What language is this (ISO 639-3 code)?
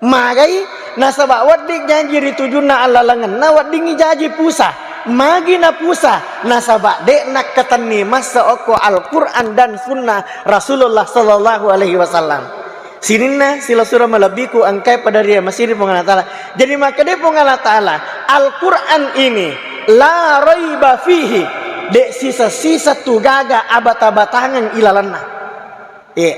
bug